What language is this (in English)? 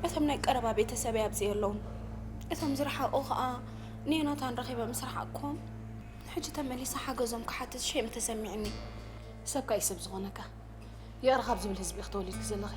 Tigrinya